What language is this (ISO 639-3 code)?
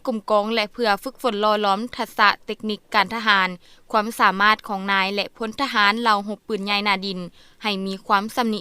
lao